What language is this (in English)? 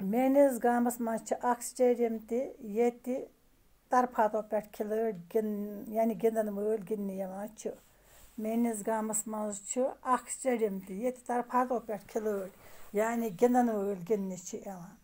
Kashmiri